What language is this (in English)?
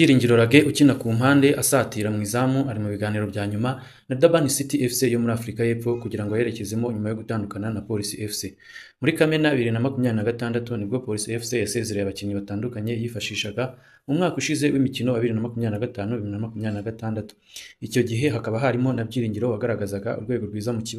Kinyarwanda